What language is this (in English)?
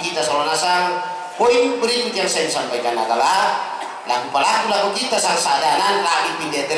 Toraja-Sa'dan